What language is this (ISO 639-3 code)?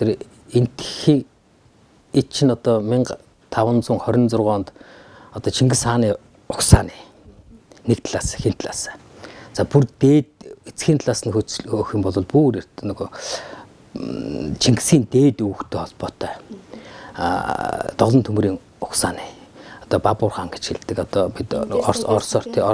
mon